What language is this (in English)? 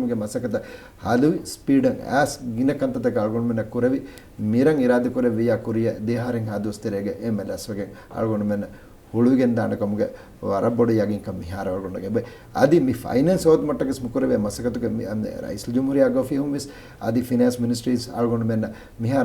Divehi